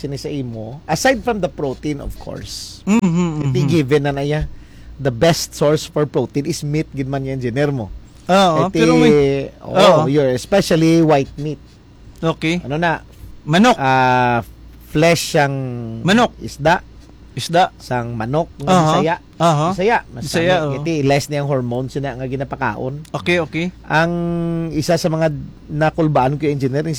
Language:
Hiligaynon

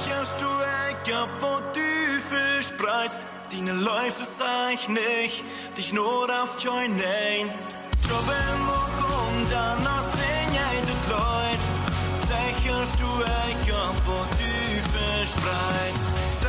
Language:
Plautdietsch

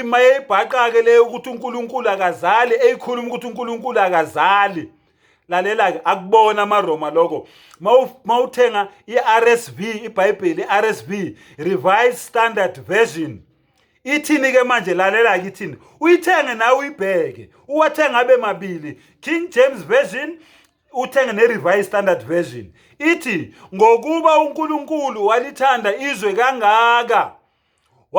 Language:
Zulu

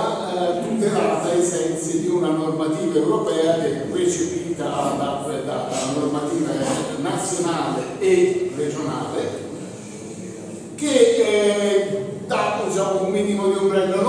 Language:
Italian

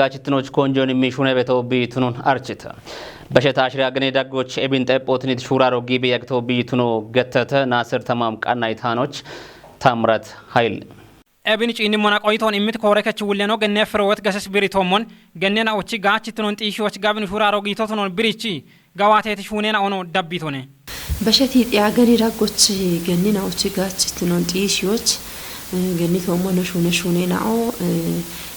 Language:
Kafa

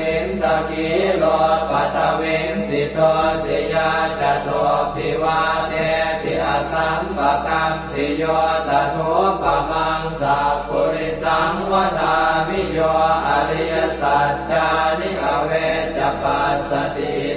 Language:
Pali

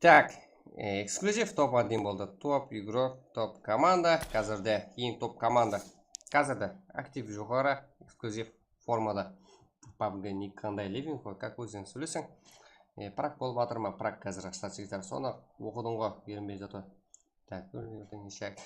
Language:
Kara-Kalpak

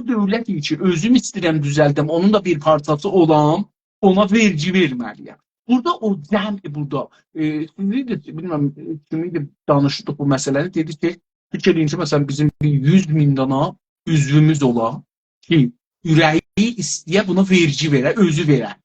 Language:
South Azerbaijani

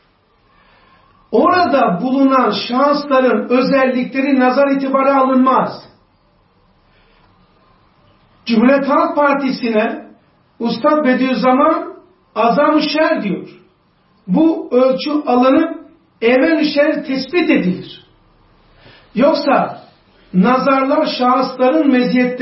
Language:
Turkish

